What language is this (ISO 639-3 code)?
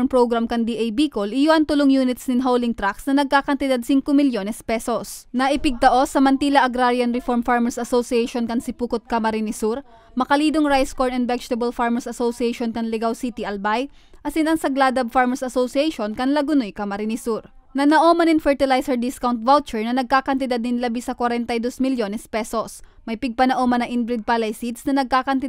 bik